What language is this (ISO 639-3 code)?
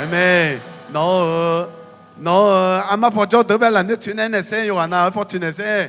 ahk